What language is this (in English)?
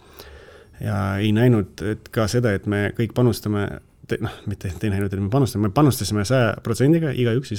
Estonian